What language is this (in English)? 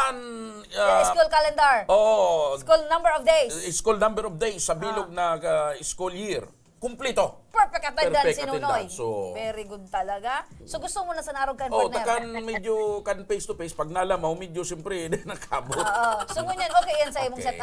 Bikol